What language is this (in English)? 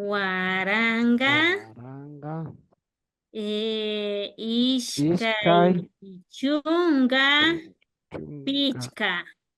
Imbabura Highland Quichua